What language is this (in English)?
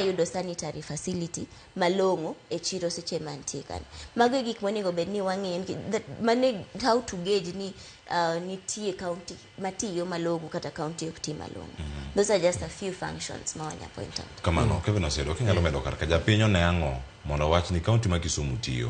Luo (Kenya and Tanzania)